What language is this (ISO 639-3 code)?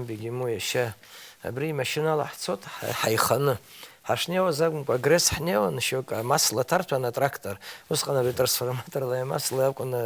abk